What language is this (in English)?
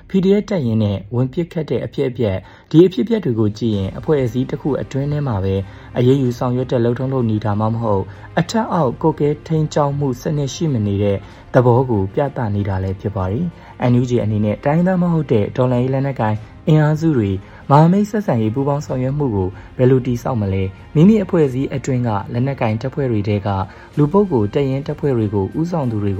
Burmese